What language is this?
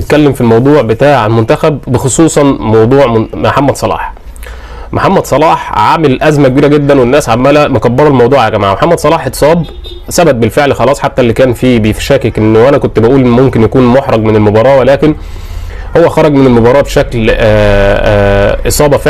Egyptian Arabic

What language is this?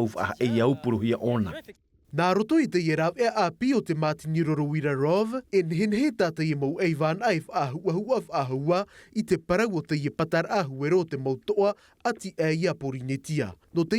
Tahitian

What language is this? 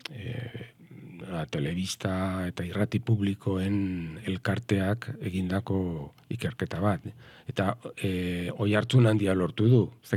Basque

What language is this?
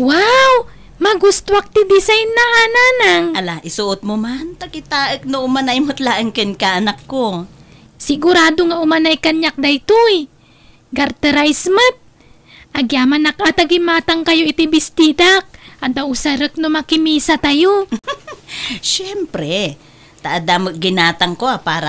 Iloko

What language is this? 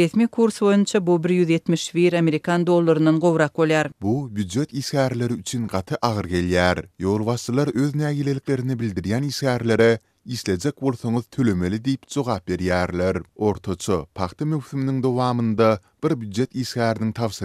Turkmen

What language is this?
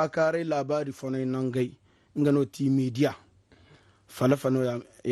Zarma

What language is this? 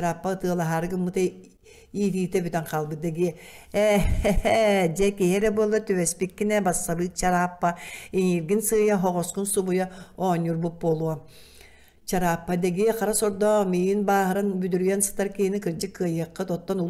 Yakut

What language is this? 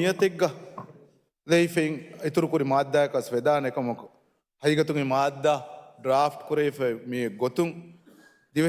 Divehi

